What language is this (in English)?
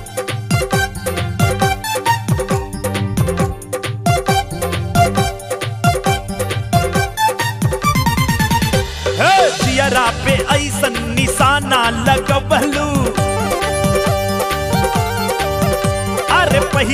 Bhojpuri